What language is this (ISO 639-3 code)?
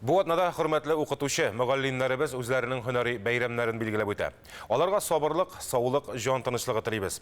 tat